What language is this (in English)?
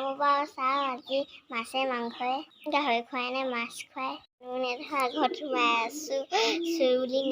Assamese